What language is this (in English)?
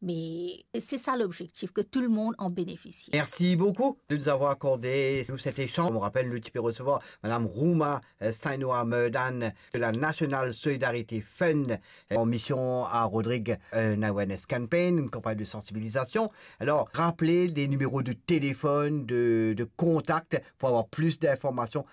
Morisyen